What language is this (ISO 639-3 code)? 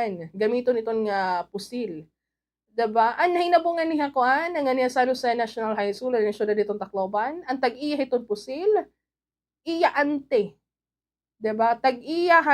war